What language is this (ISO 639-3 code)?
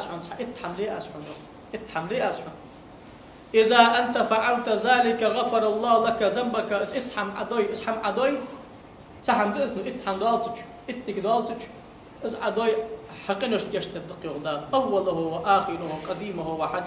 inh